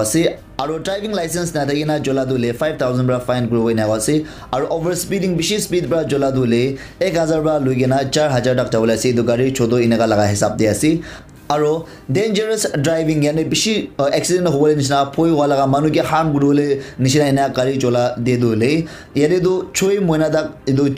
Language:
Naga Pidgin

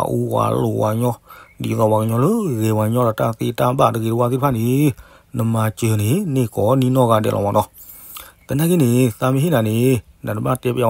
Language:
S'gaw Karen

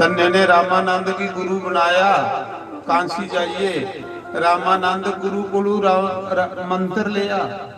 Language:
Dogri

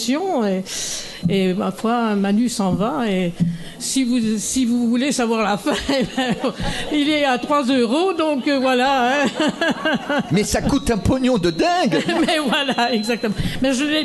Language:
French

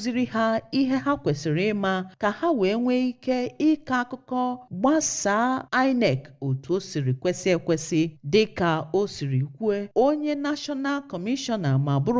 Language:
Igbo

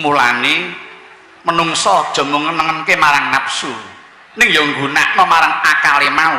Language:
Javanese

